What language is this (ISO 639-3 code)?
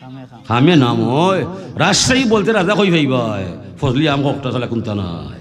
syl